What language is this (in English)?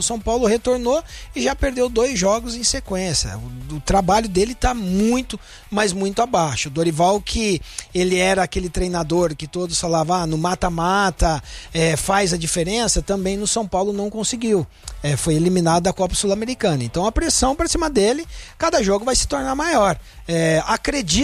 Portuguese